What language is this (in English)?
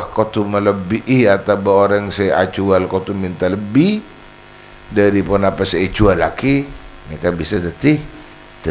Madurese